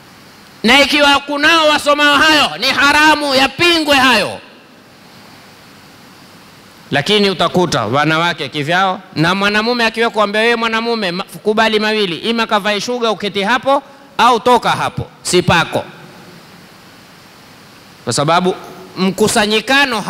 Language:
Swahili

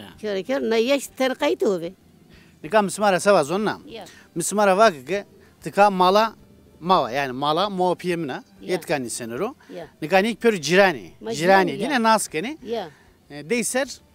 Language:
Zaza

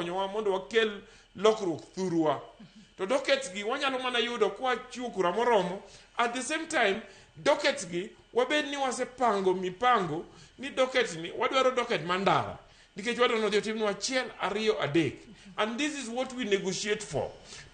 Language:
Luo (Kenya and Tanzania)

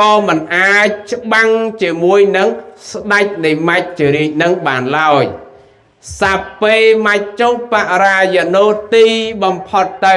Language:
Khmer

